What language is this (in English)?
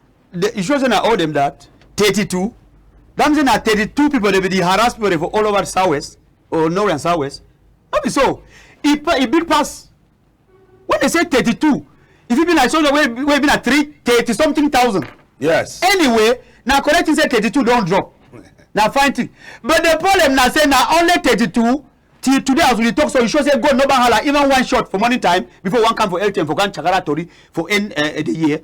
Cameroon Pidgin